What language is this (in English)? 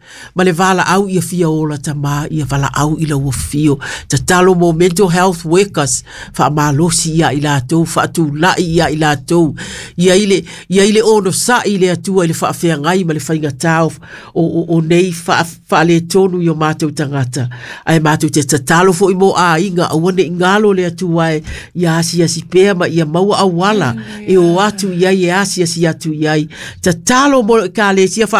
Samoan